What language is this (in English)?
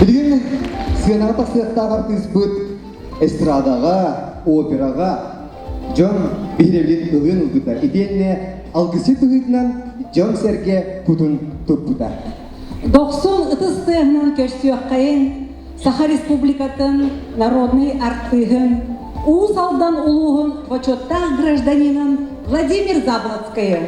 Yakut